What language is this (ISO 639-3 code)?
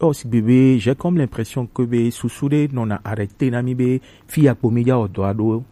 gej